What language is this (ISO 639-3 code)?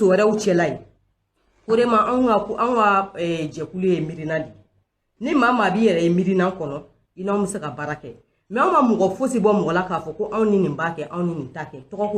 bam